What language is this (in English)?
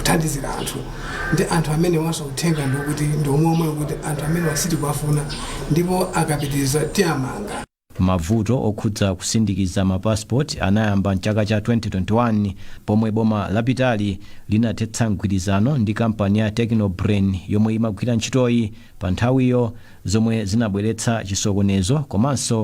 Nyanja